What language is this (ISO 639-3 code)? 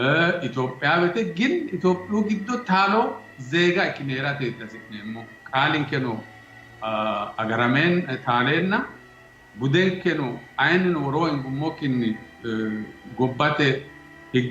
sid